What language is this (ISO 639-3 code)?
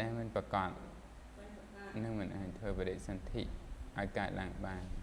khm